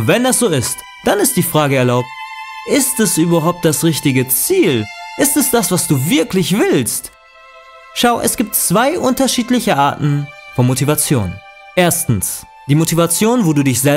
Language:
German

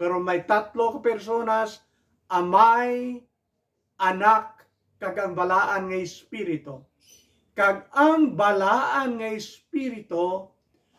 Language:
Hiligaynon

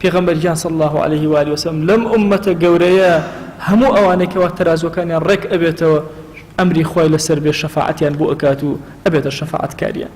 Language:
Central Kurdish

